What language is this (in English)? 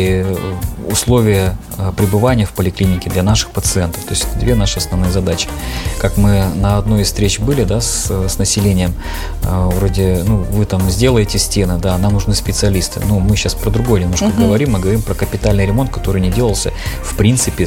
Russian